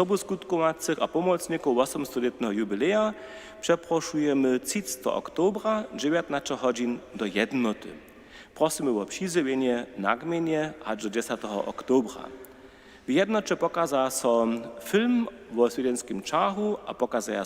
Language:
Upper Sorbian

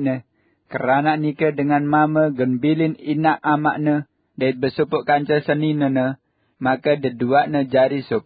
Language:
Sasak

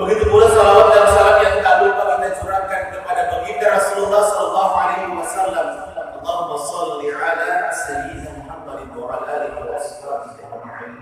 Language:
Buginese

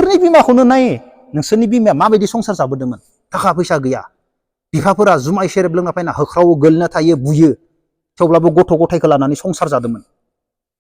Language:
Bodo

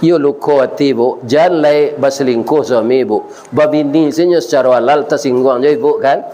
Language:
Minangkabau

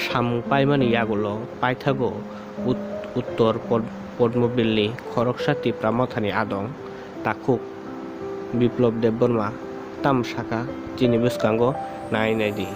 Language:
Kok Borok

